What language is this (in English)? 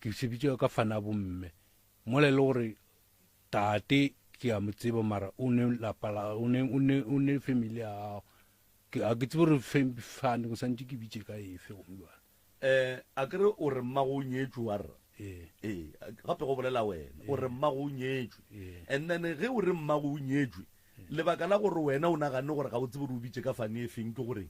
Northern Sotho